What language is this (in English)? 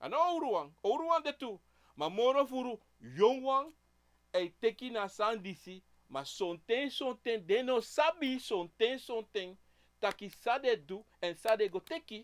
Sranan Tongo